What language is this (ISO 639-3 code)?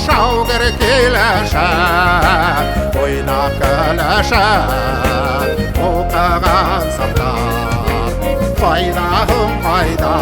bak